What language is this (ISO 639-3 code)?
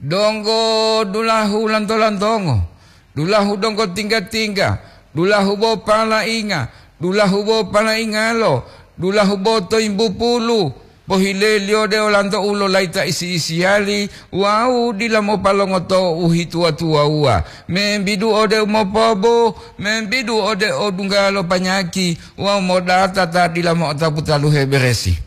gor